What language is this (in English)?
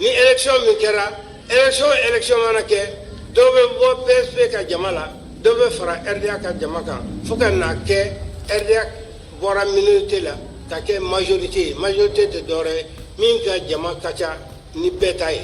Bambara